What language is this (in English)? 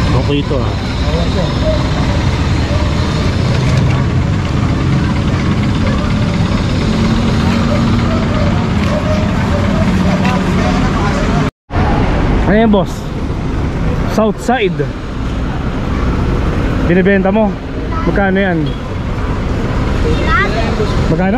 Filipino